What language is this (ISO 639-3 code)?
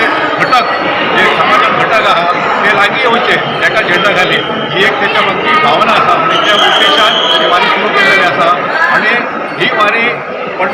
kok